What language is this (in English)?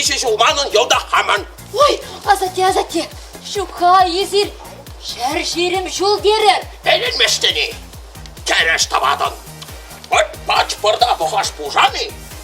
Chuvash